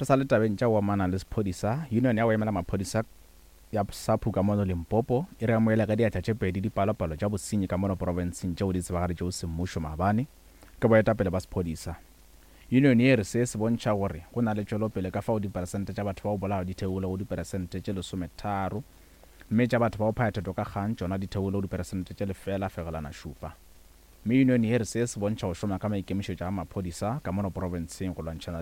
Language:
Northern Sotho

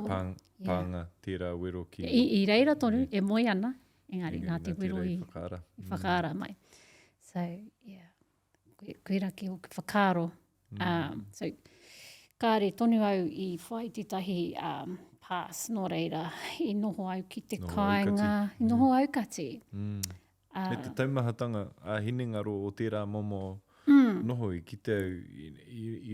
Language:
Māori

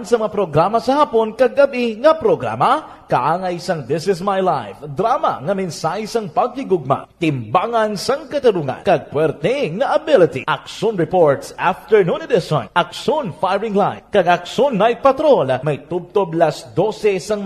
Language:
Hiligaynon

